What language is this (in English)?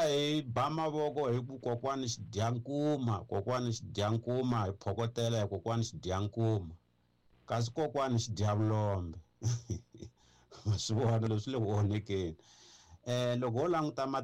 Tsonga